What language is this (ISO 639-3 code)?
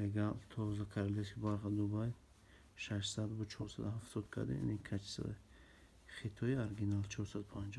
tgk